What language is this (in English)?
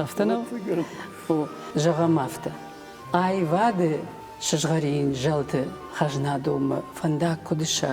Ossetic